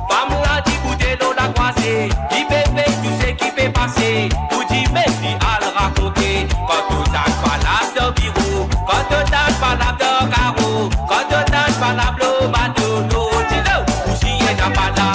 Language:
Morisyen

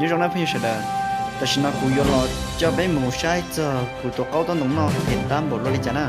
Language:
Hmong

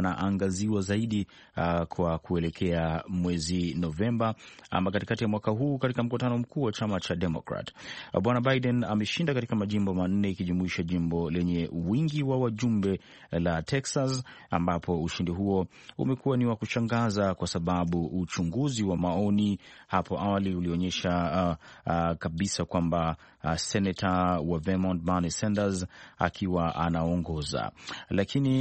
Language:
Swahili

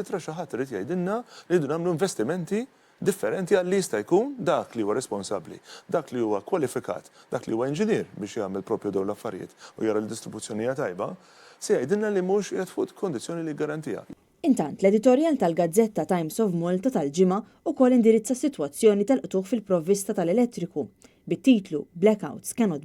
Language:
Maltese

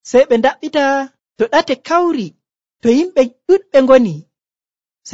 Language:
Nigerian Fulfulde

